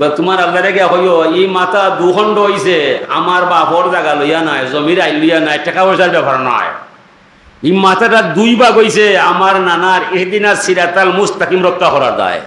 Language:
Sylheti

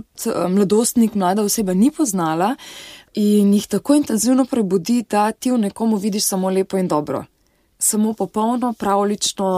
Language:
Slovenian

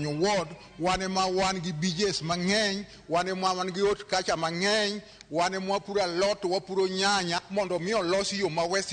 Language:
Luo (Kenya and Tanzania)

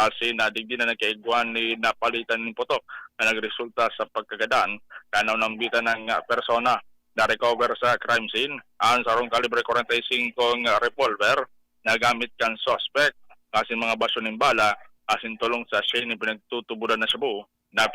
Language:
Bikol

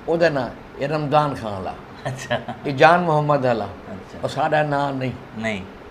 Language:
Saraiki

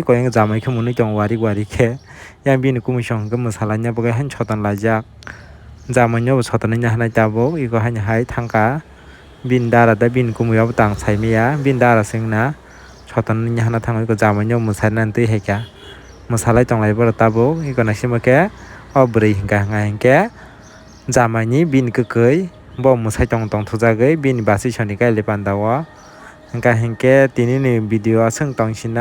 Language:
Kok Borok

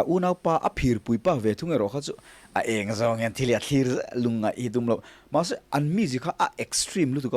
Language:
Mizo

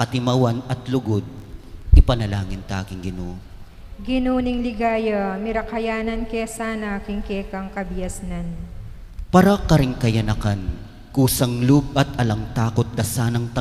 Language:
Pampanga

